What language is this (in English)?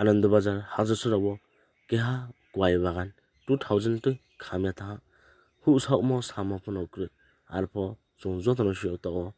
Riang (India)